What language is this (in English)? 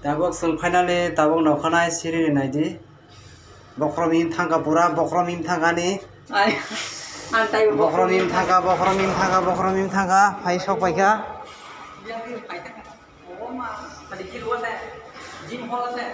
Kok Borok